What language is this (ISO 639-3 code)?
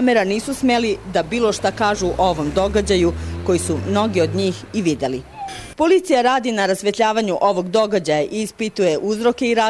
srp